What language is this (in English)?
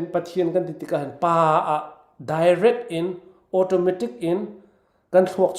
Falam Chin